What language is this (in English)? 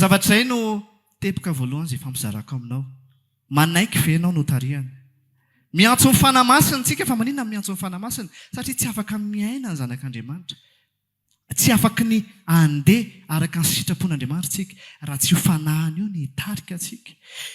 Malagasy